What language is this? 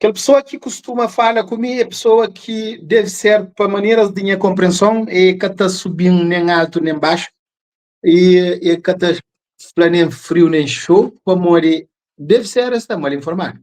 Kabuverdianu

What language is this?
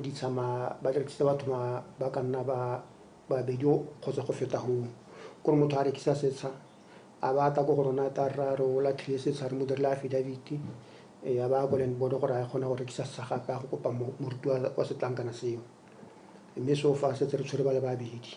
Tswana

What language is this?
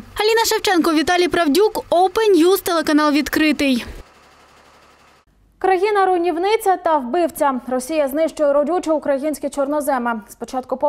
Ukrainian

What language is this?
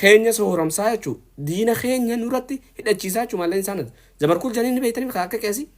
Oromo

